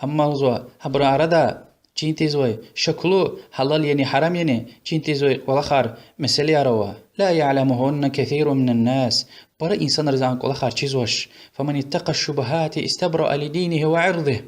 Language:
Lezghian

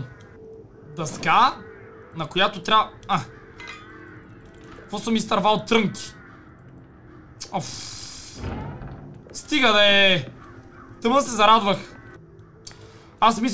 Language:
Bulgarian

